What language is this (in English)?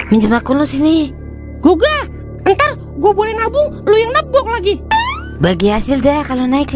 Betawi